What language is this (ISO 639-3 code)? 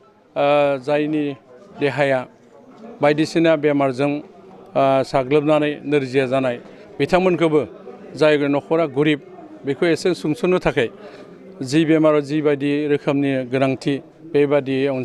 brx